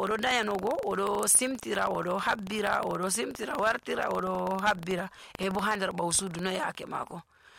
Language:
Nigerian Fulfulde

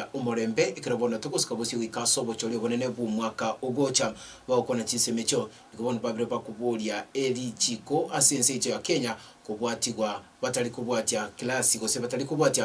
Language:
Gusii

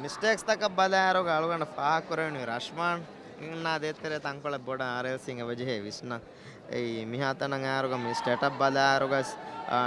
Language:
Divehi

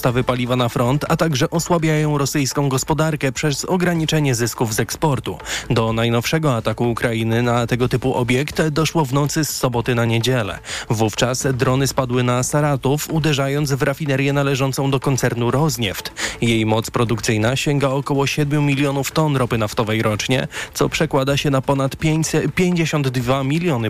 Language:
Polish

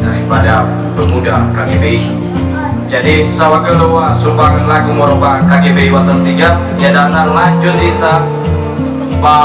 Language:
Nias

